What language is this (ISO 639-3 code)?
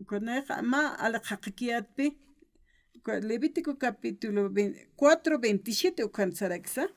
aym